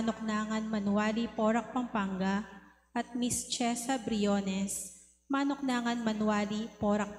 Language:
Pampanga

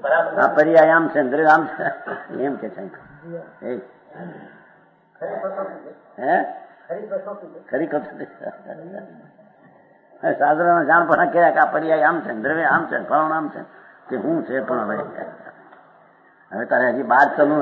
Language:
Gujarati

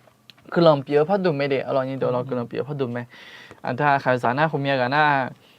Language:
Akha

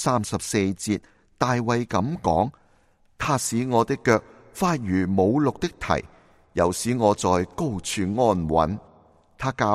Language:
Cantonese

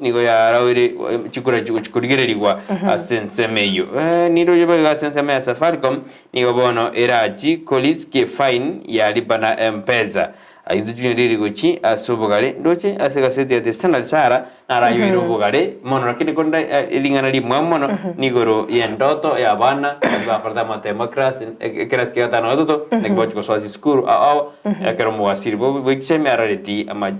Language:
Gusii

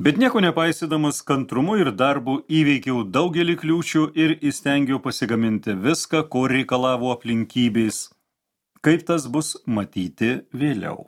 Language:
Lithuanian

